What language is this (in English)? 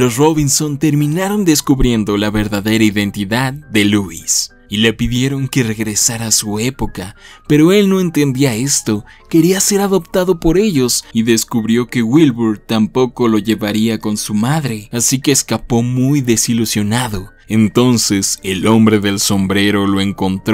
Spanish